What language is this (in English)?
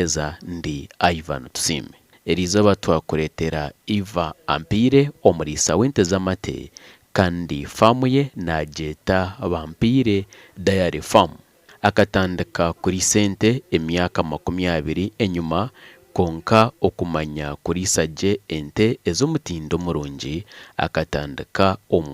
Nyankole